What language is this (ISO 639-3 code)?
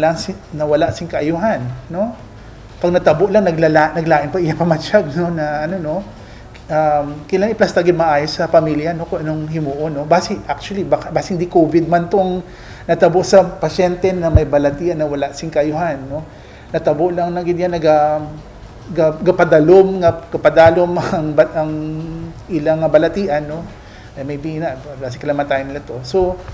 hil